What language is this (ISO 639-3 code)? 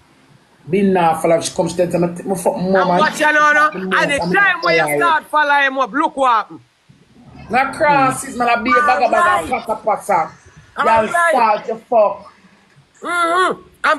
jam